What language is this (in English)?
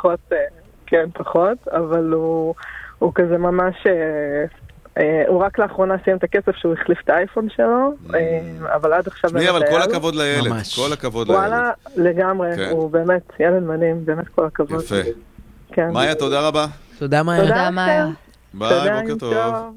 Hebrew